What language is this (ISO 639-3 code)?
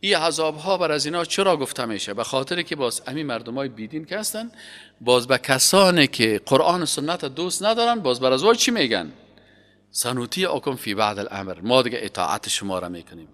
fas